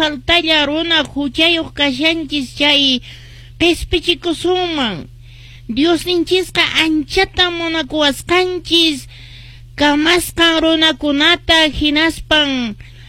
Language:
Quechua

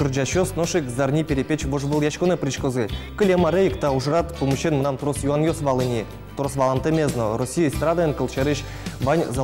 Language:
Udmurt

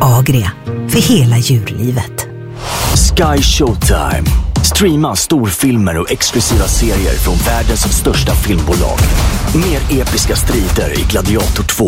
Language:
Swedish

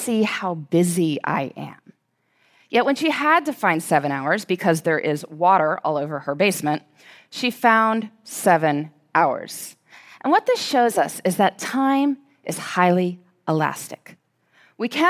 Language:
English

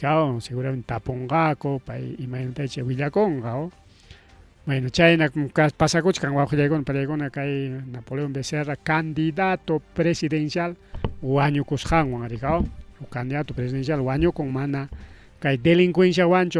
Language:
Ayacucho Quechua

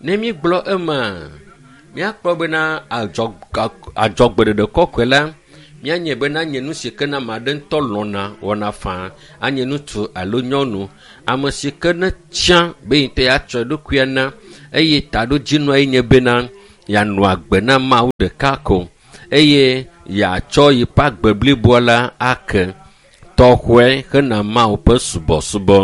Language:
Ewe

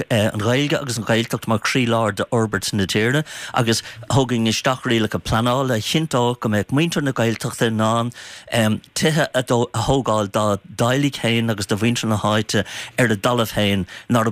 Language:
Irish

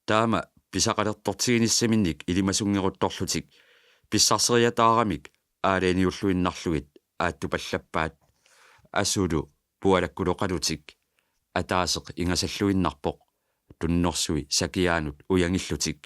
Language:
Kalaallisut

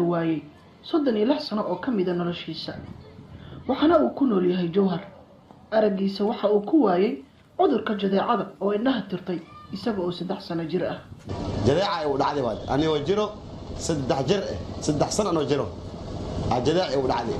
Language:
Somali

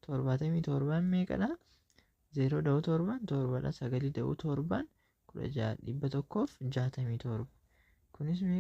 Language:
Oromo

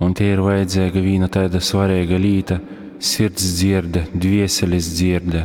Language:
Latgalian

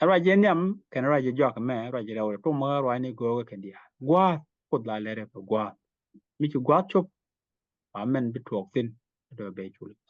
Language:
Nuer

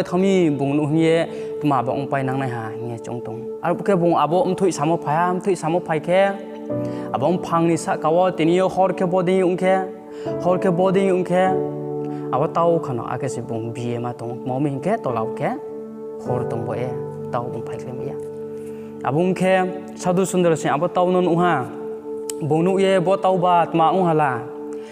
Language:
Riang (India)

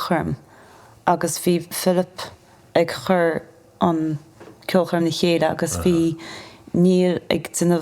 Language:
Irish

